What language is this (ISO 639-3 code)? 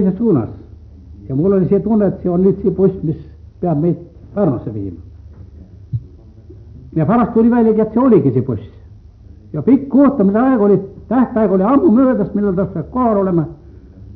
est